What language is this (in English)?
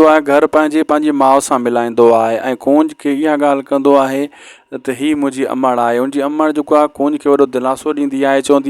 Sindhi